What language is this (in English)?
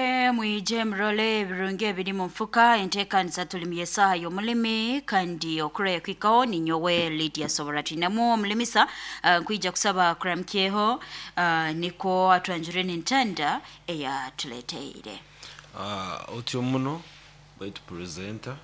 Nyoro